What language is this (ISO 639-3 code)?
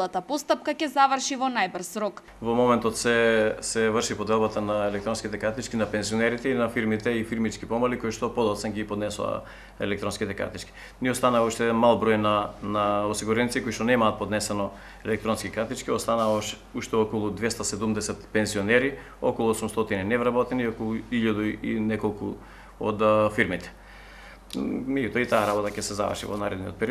mkd